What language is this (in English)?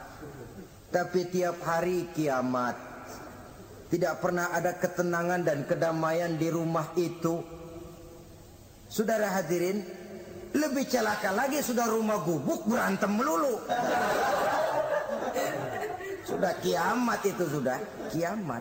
Indonesian